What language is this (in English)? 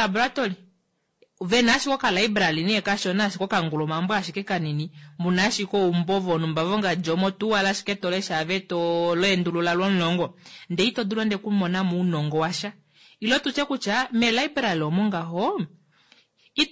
Kuanyama